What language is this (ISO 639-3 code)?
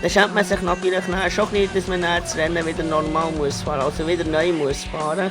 gsw